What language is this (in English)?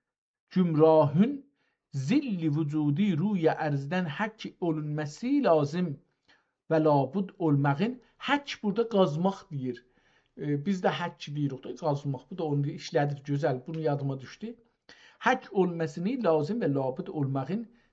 South Azerbaijani